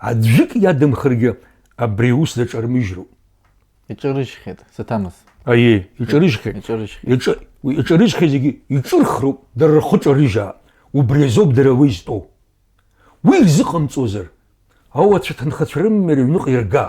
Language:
Abkhazian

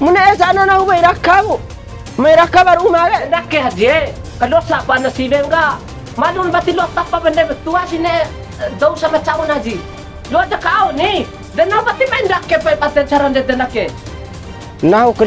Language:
Bima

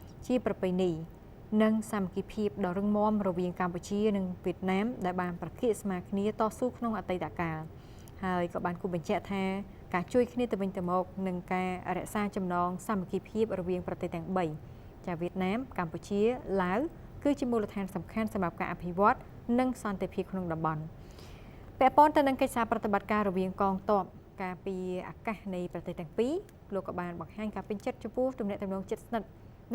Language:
Khmer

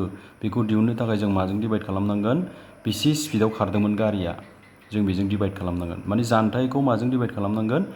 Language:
Bodo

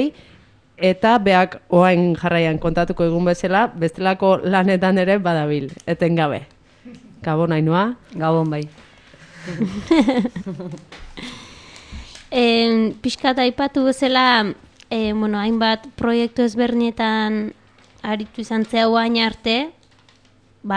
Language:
Basque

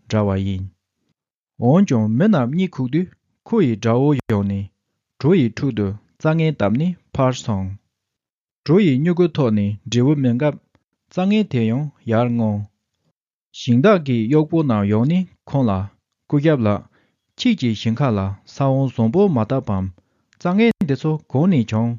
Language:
Tibetan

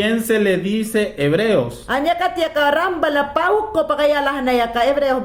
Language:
Mayangna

